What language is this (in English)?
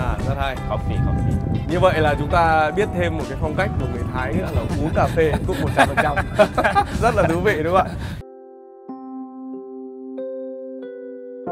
Vietnamese